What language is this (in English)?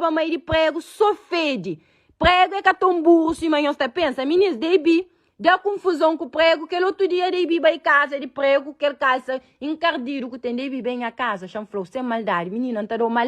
Kabuverdianu